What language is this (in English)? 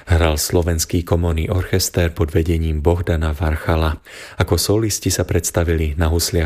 Slovak